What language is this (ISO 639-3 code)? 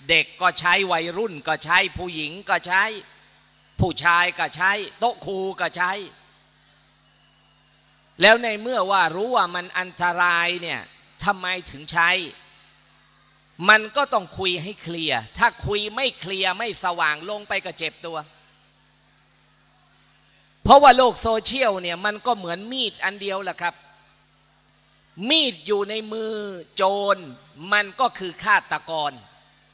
tha